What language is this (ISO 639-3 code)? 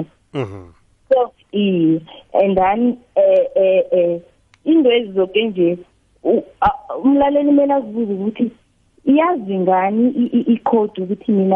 nbl